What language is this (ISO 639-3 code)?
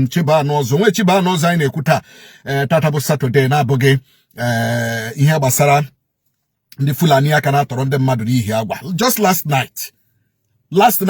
ibo